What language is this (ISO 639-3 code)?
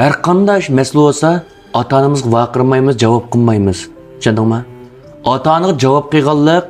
uig